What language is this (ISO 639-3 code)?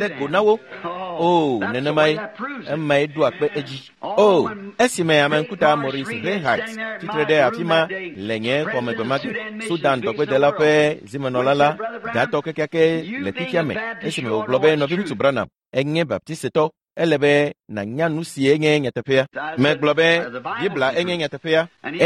ewe